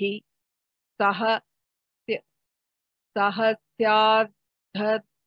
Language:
Sanskrit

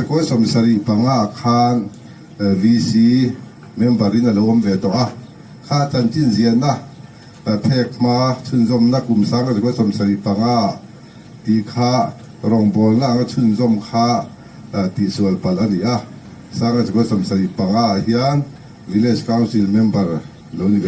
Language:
Mizo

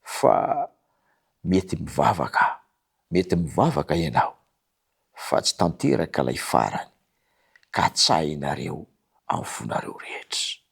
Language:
Malagasy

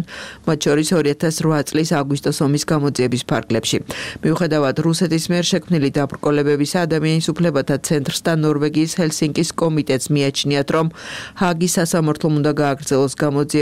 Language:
Georgian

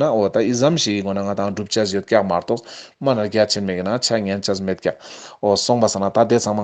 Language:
Ladakhi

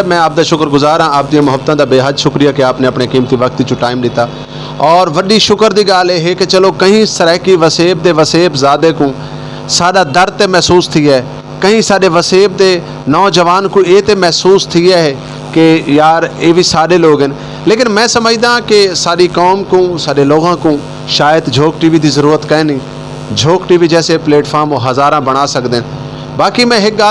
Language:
Saraiki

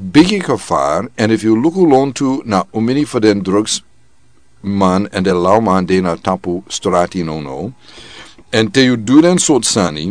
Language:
Sranan Tongo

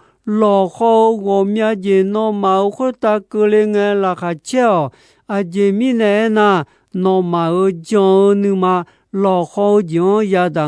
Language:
Akha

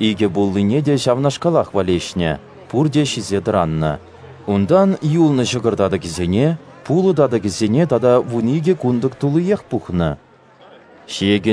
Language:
Chuvash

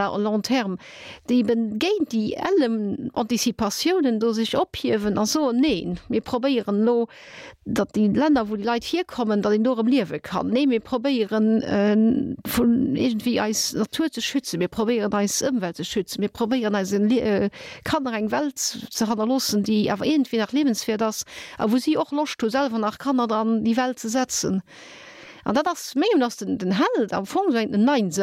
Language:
Luxembourgish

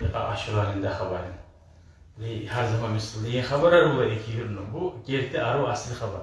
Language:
Kumyk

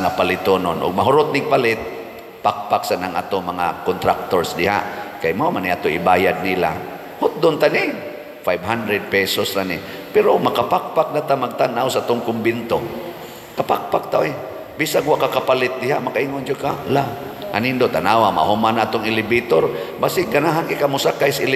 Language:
Cebuano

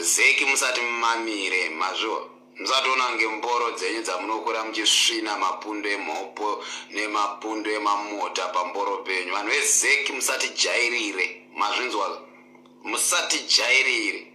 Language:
Shona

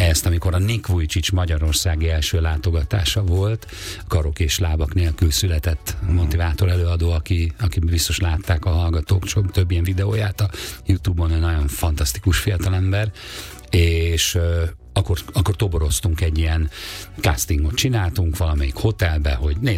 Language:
Hungarian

